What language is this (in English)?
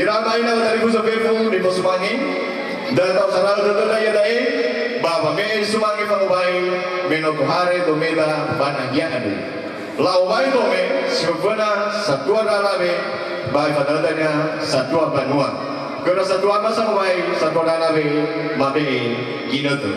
Nias